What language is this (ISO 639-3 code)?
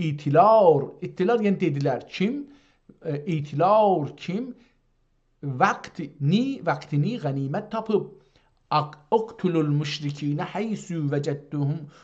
azb